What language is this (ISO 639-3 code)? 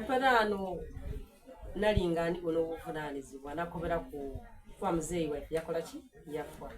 xog